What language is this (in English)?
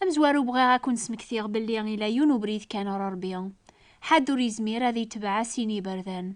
Kabyle